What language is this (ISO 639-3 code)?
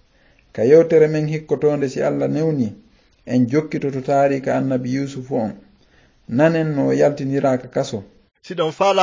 ful